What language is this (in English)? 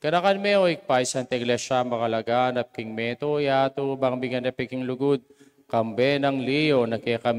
Pampanga